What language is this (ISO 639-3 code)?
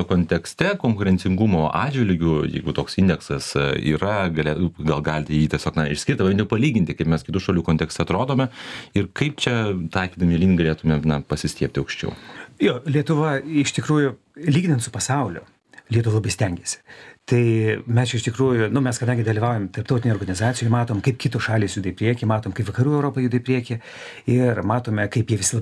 lit